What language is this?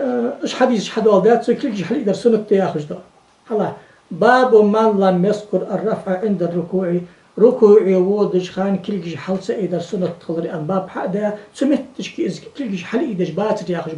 Ingush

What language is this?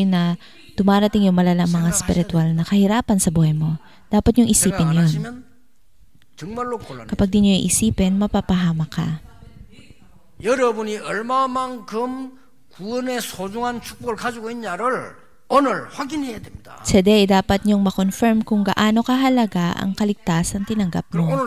Filipino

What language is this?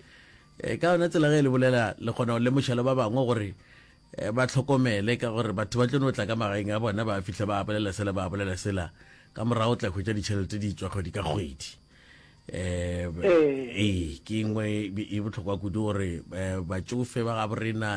Northern Sotho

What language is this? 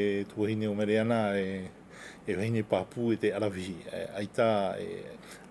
Tahitian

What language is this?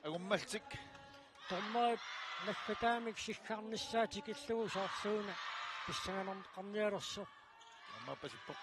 Kalaallisut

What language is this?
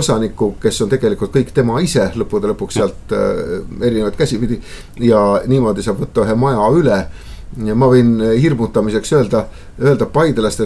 Estonian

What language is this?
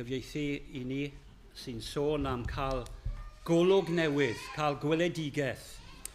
Welsh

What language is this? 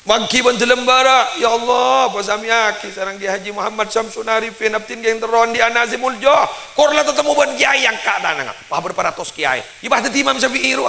Madurese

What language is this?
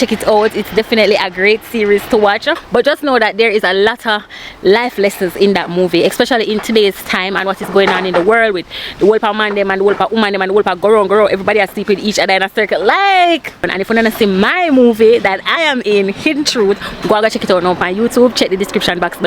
Jamaican Creole English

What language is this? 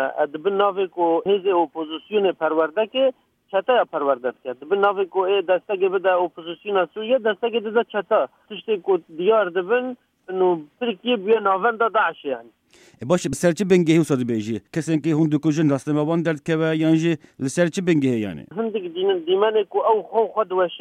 Kurdish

